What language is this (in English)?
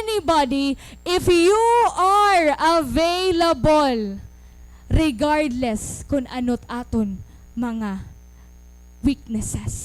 Waray